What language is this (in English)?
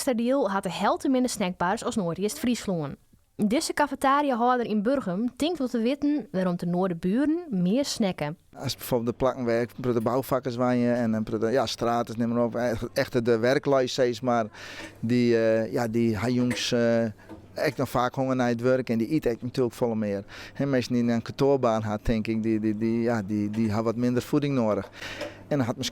Western Frisian